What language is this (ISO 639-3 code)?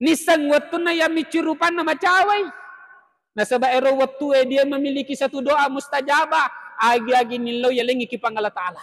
bug